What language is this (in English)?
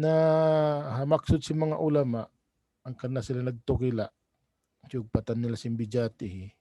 Tausug